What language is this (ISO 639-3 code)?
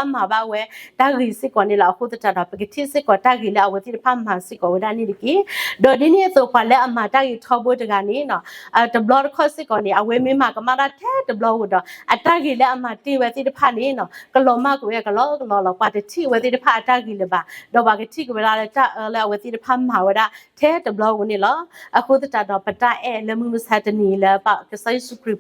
ksw